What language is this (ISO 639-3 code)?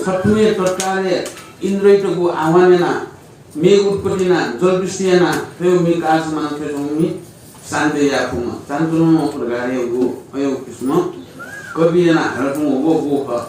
new